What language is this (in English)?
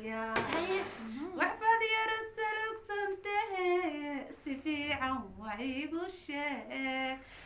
Somali